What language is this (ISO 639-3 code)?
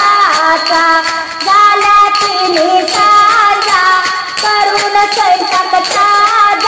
mar